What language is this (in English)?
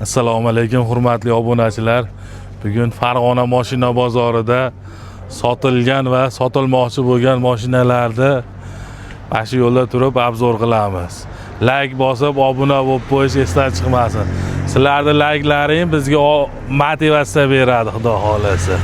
Uzbek